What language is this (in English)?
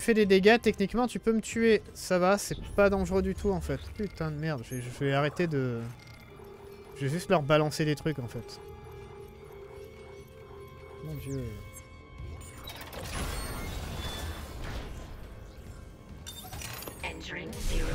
French